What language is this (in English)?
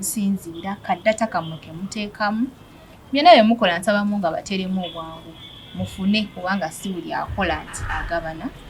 Ganda